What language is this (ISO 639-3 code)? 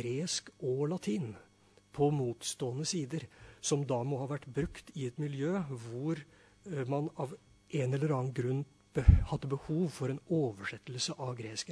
nor